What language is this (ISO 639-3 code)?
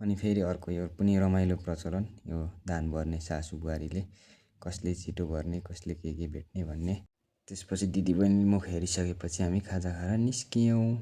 nep